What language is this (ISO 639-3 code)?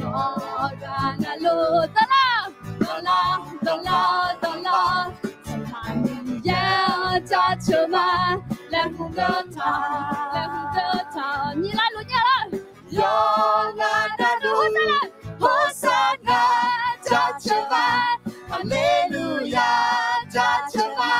ahk